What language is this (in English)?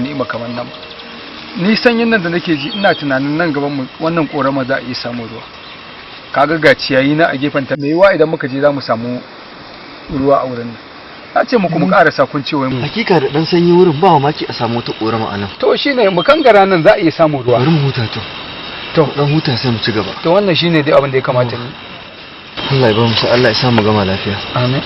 Hausa